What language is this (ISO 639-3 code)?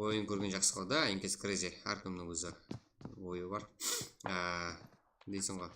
kaa